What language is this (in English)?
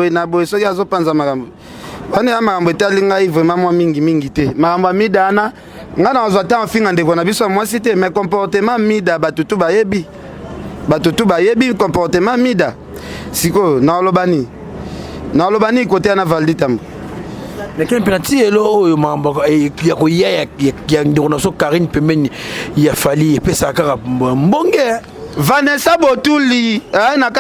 Lingala